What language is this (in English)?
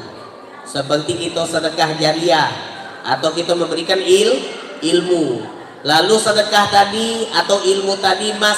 Musi